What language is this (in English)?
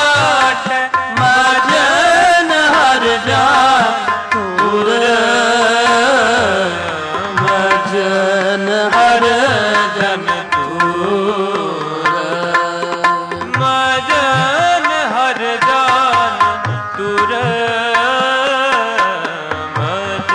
Punjabi